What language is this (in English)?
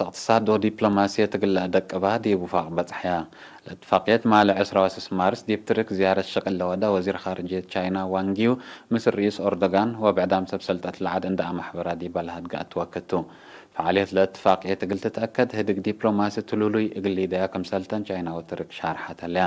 Tigre